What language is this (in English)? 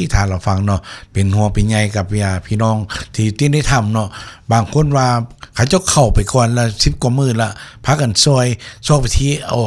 Northeastern Thai